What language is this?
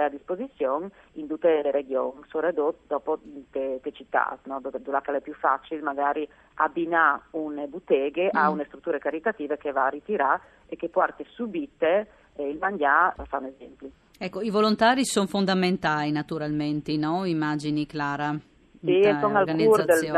Friulian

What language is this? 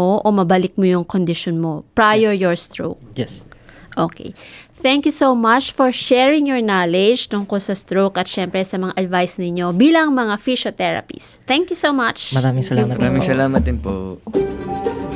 Filipino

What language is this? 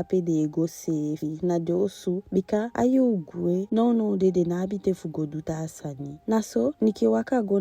Eastern Maroon Creole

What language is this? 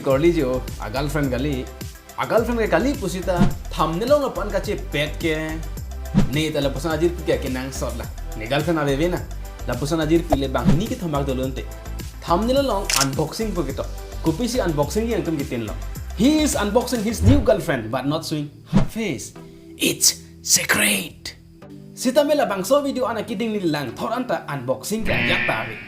Karbi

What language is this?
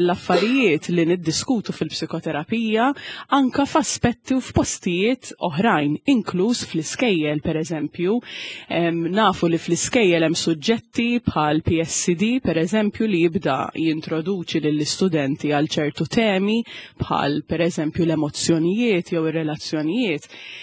Maltese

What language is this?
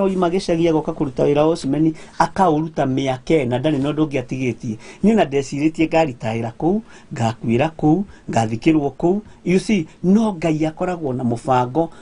Kikuyu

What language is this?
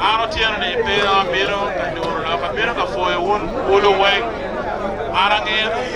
Acoli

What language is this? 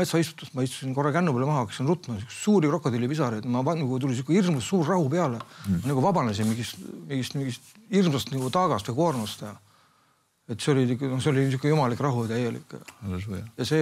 Estonian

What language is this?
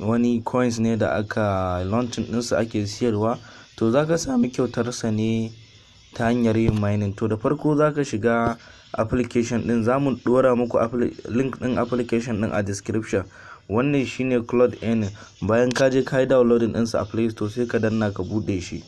Hausa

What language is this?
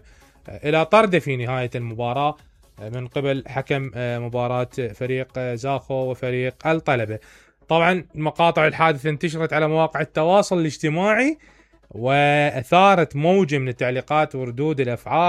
Mesopotamian Arabic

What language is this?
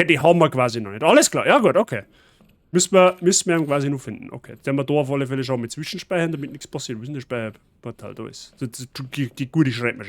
Bavarian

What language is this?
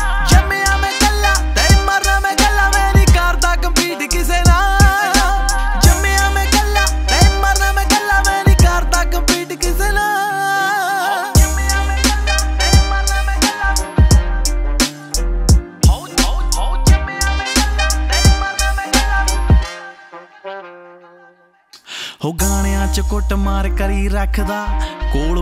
Punjabi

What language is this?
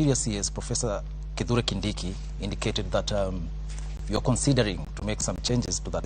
Luo (Kenya and Tanzania)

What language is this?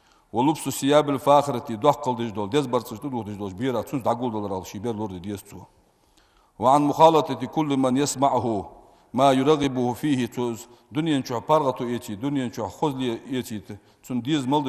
Ingush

